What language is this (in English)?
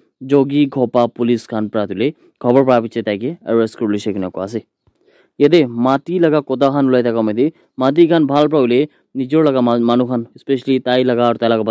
Naga Pidgin